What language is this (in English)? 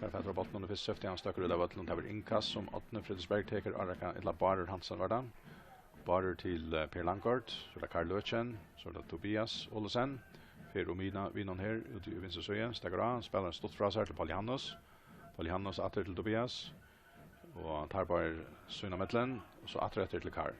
Faroese